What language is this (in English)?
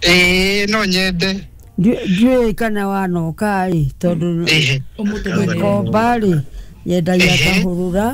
Kikuyu